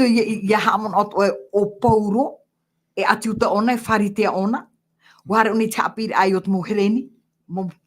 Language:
Tahitian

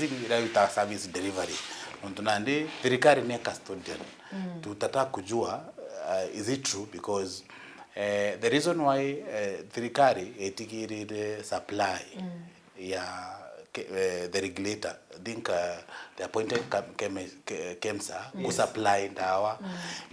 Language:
Meru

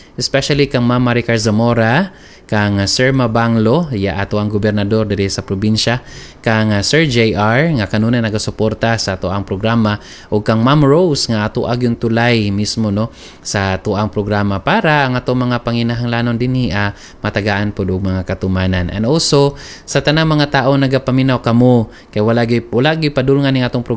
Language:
Cebuano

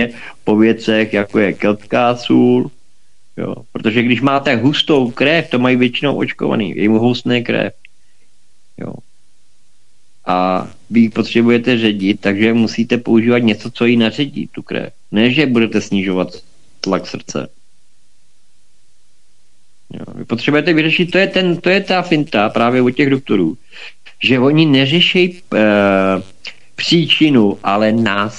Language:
Czech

